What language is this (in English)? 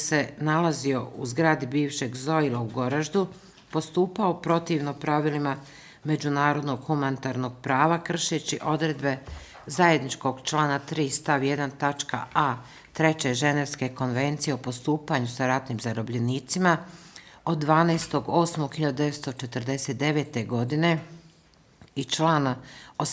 Bosnian